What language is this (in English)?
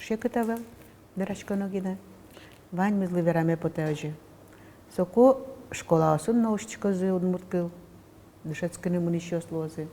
Udmurt